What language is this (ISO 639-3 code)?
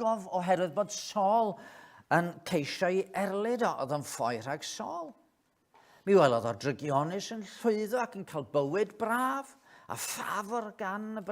cym